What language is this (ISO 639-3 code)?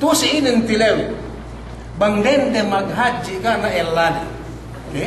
yka